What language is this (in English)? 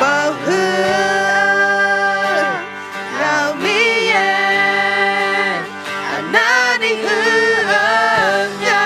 Akha